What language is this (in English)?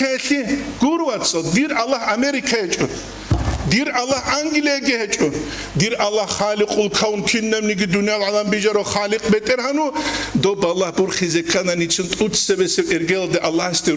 Avaric